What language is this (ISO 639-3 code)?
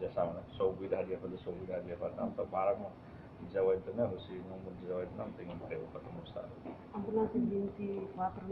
tet